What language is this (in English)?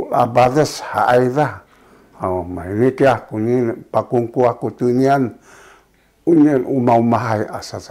Sakizaya